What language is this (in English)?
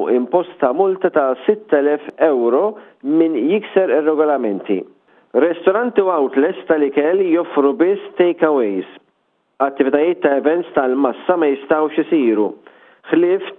Maltese